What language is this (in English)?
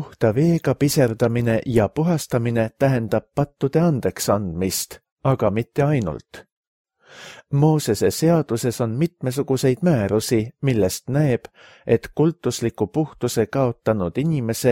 Estonian